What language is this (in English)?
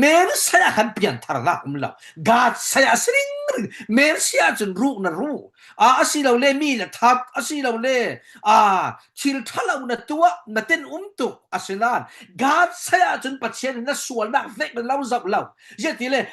Falam Chin